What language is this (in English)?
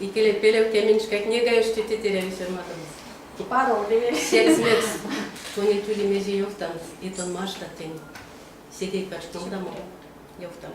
Erzya